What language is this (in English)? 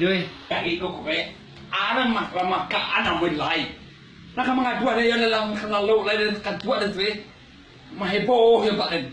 Minangkabau